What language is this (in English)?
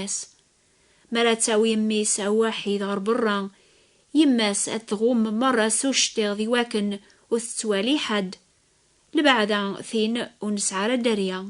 Kabyle